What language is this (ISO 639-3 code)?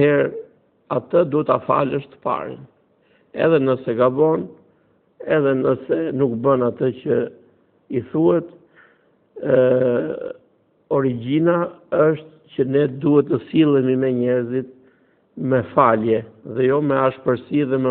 sqi